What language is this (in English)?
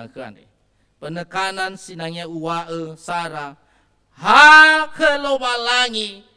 Nias